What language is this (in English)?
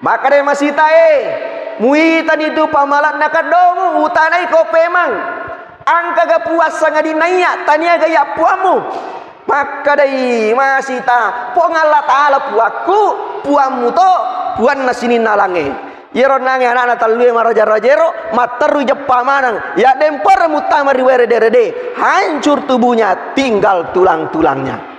Buginese